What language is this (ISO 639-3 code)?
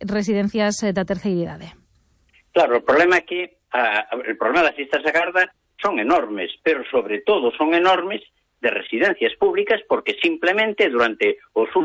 glg